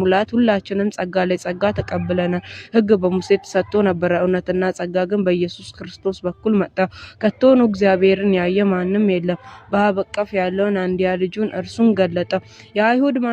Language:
Amharic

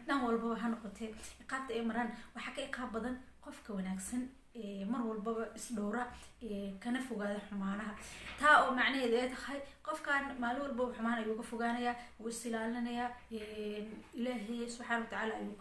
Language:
Somali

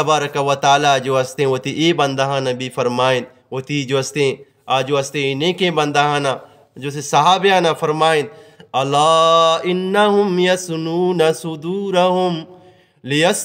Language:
Eastern Balochi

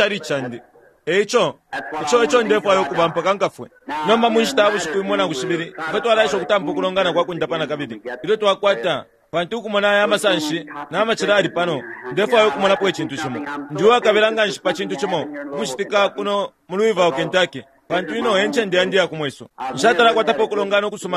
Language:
Bemba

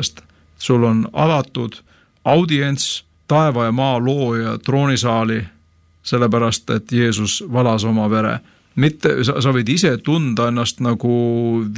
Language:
Estonian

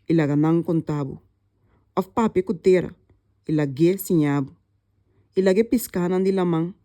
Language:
Papiamento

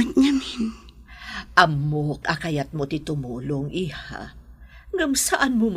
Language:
Iloko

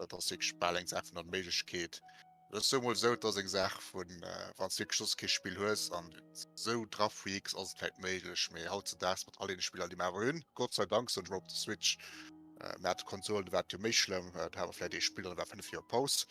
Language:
Luxembourgish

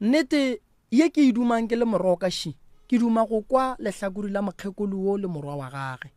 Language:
Northern Sotho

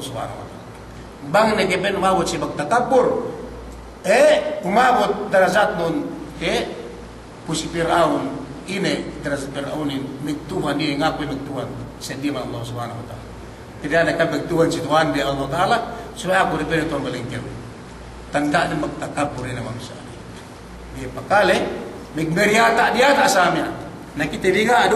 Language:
Yakan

